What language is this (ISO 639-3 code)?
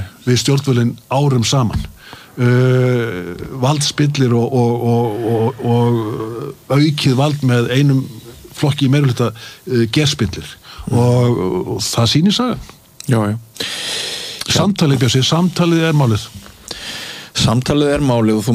isl